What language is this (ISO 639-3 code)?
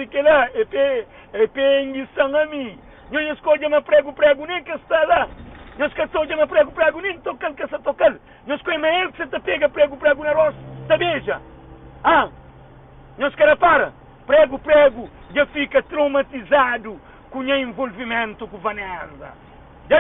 kea